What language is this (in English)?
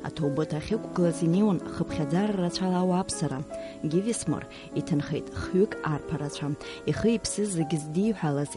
Abkhazian